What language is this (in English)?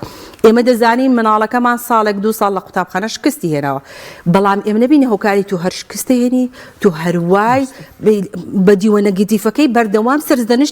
Central Kurdish